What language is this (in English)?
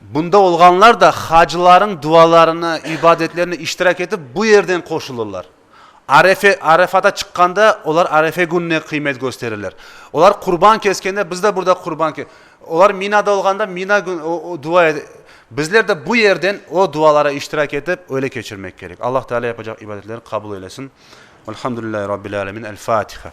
Crimean Tatar